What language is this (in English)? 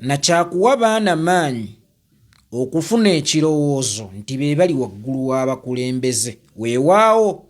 Ganda